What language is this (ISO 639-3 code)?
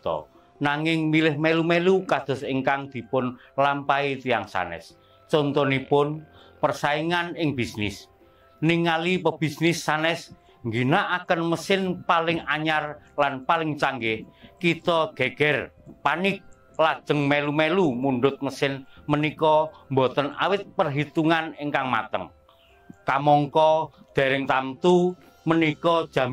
jav